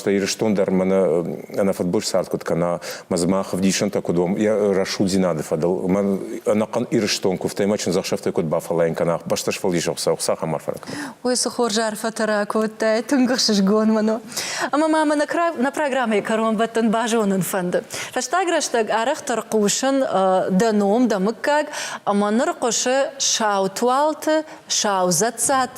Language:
Ossetic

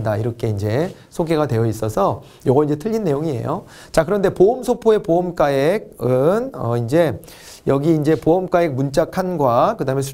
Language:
Korean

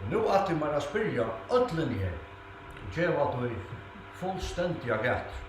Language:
Faroese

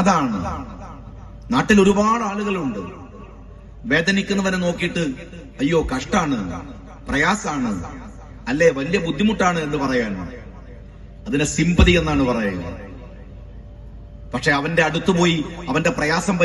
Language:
Malayalam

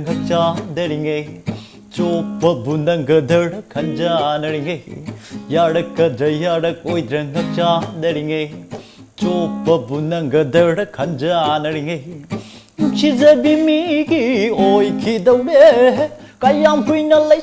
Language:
Manipuri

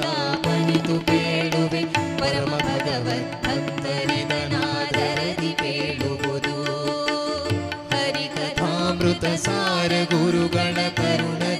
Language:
Kannada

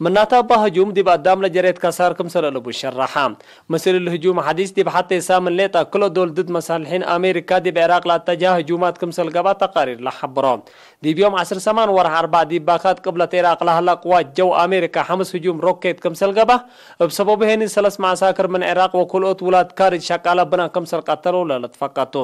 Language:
Tigre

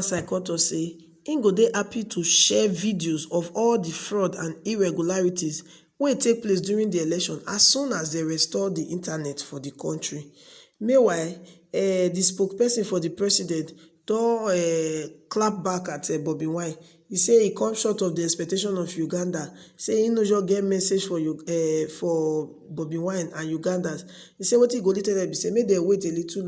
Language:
Nigerian Pidgin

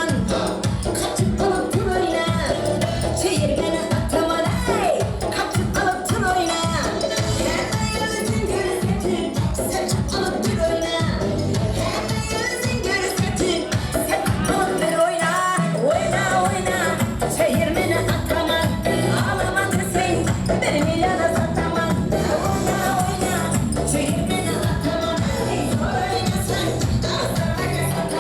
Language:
Kara-Kalpak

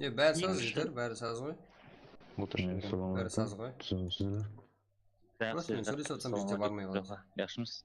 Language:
Kara-Kalpak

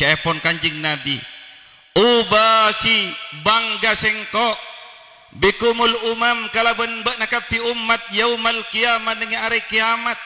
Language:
Madurese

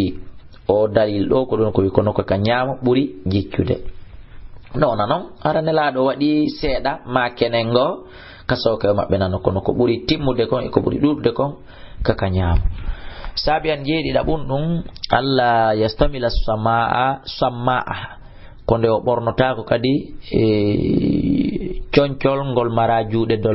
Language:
Fula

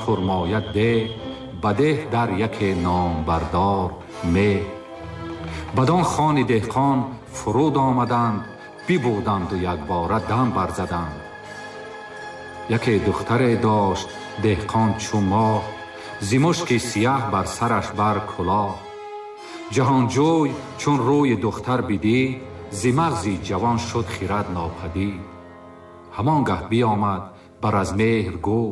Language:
Tajik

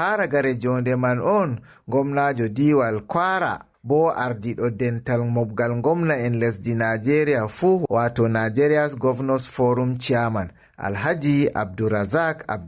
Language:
Fula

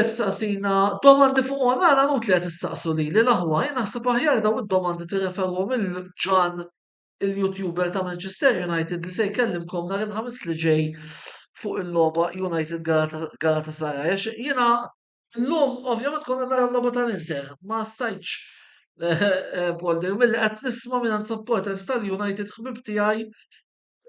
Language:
Maltese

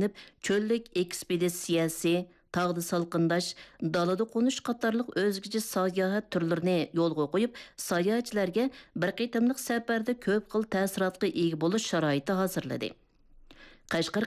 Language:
Uyghur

